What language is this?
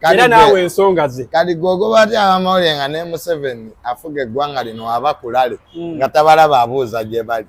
Ganda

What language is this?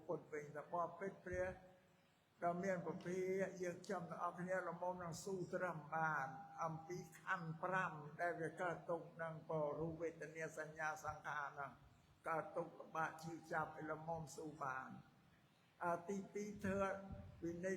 Khmer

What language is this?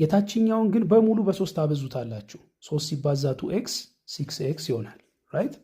Amharic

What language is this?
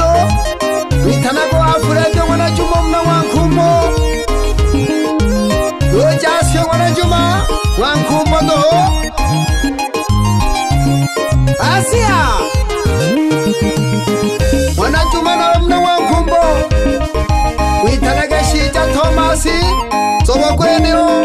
Swahili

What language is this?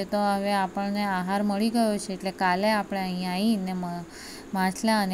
Gujarati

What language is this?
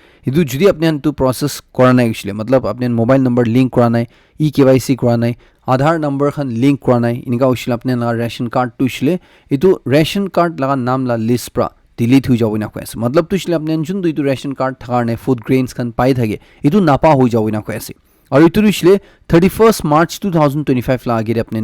Naga Pidgin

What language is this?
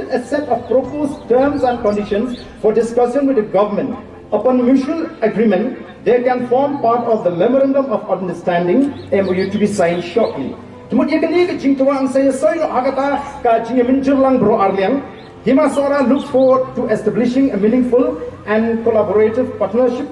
Khasi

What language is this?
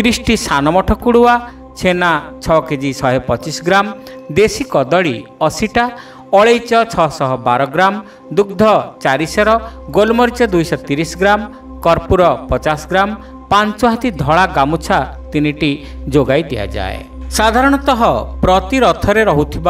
Odia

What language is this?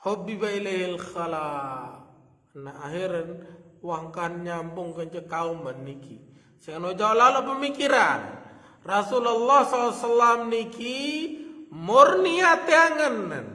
Sasak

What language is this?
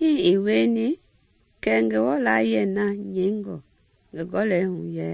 Mende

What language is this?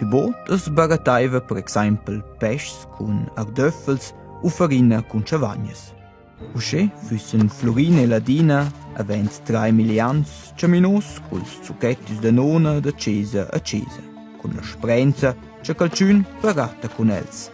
Romansh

